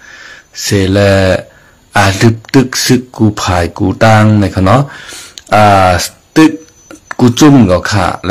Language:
Shan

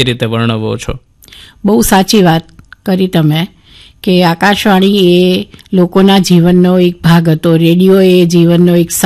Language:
Gujarati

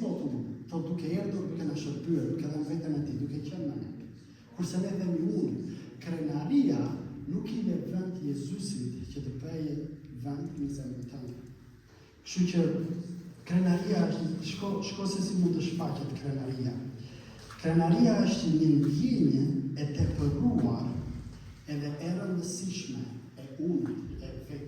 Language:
Albanian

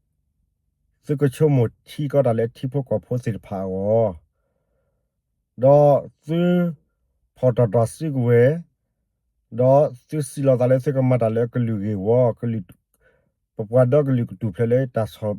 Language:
S'gaw Karen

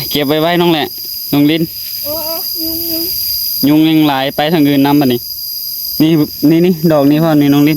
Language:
Northeastern Thai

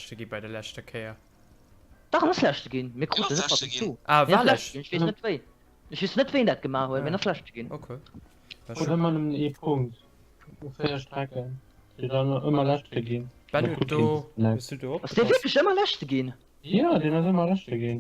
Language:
Luxembourgish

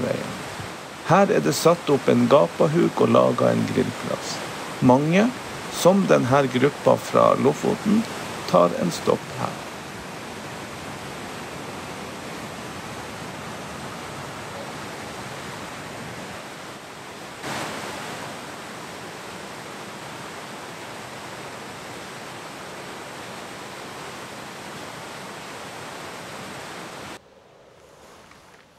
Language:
Norwegian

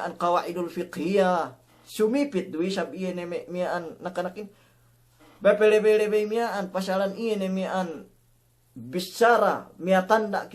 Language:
Yakan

